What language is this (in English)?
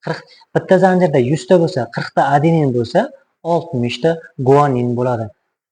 Uzbek